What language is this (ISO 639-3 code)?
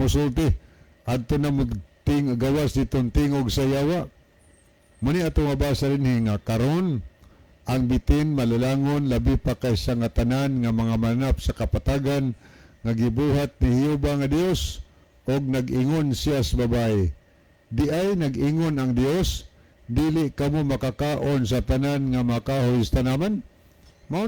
ceb